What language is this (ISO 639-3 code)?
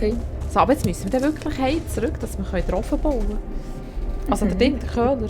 gsw